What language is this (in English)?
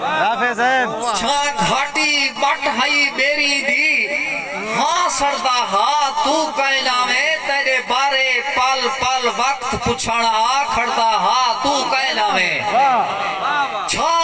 Saraiki